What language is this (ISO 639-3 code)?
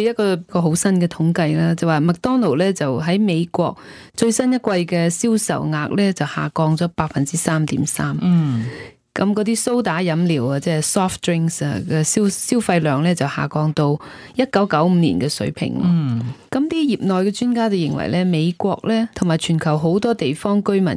yue